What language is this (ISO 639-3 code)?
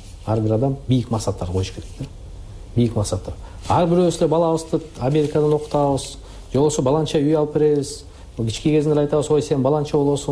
kir